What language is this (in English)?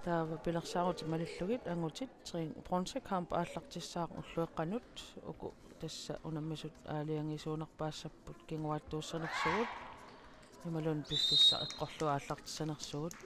Kalaallisut